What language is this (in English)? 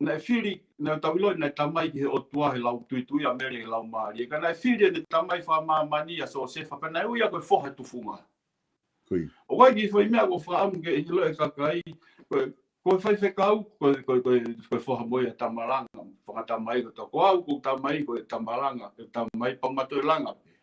Tongan